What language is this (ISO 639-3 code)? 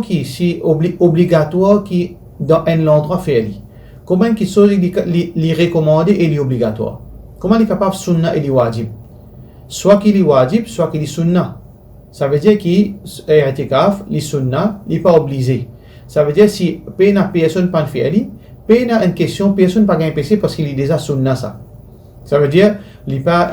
mfe